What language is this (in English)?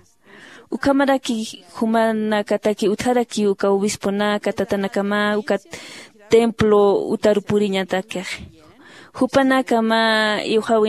Aymara